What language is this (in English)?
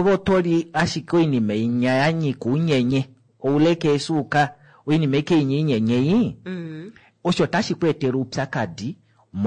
Kuanyama